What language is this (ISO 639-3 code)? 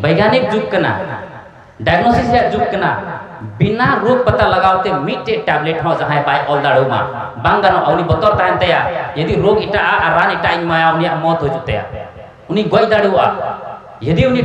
sat